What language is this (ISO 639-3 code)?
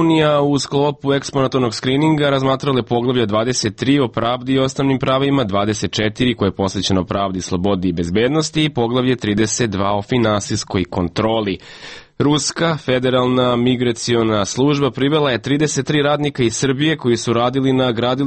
srp